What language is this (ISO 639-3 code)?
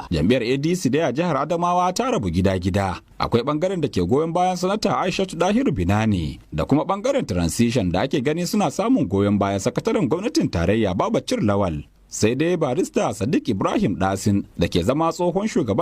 hau